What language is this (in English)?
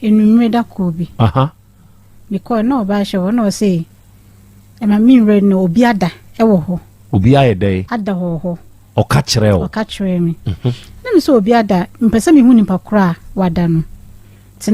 Akan